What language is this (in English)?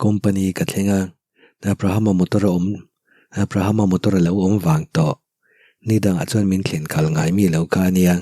Mizo